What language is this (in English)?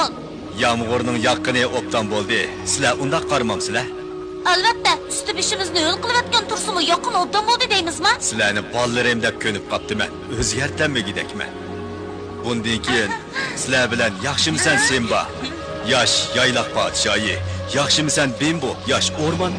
Uyghur